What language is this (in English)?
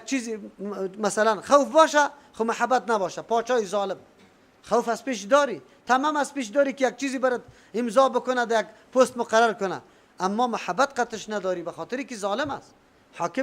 Persian